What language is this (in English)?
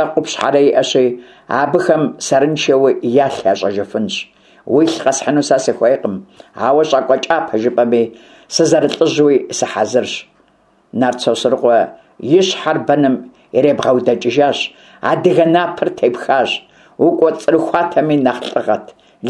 Kabardian